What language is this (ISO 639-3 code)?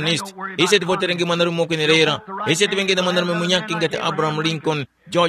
tum